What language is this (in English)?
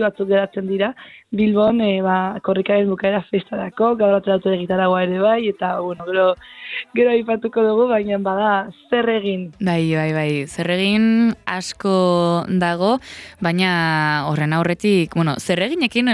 Basque